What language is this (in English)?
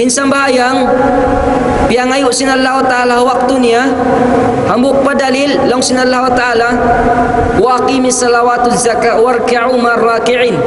Tausug